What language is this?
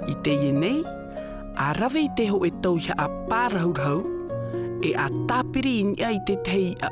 Tahitian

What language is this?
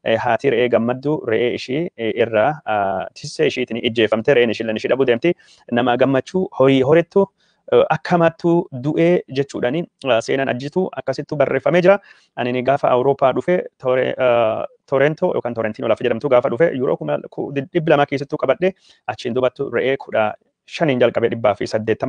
Oromo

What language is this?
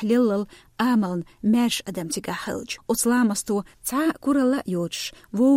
Chechen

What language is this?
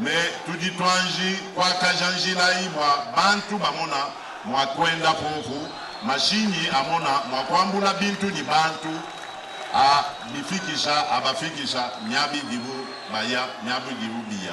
Luba-Lulua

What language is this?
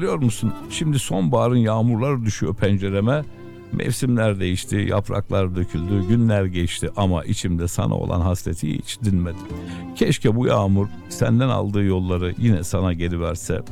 Turkish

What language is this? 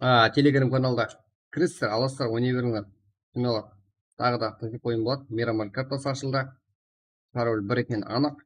Kara-Kalpak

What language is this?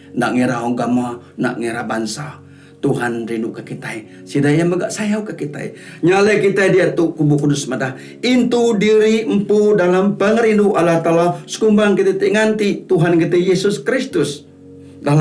Iban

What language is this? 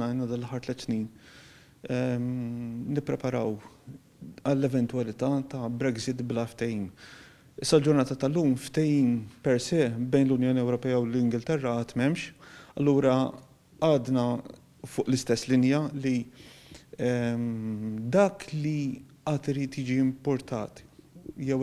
Maltese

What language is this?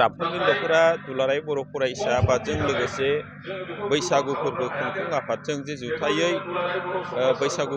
Bodo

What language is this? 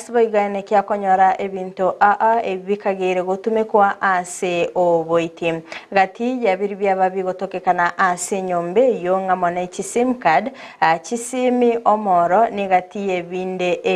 Gusii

